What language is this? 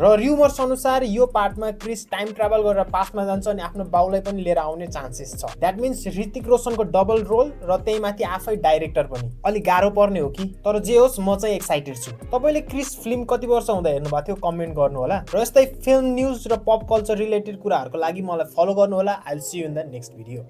Nepali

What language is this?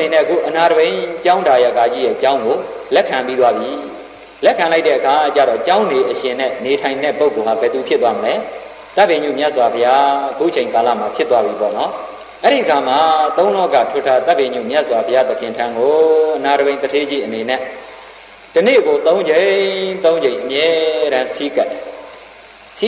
Burmese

